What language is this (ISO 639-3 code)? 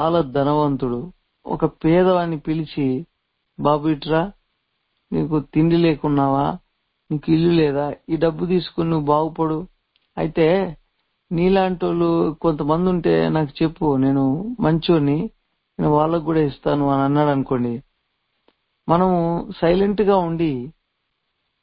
tel